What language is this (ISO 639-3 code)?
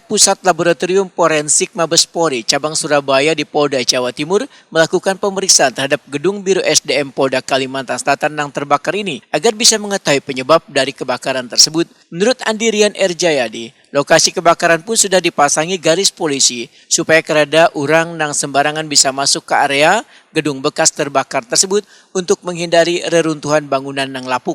bjn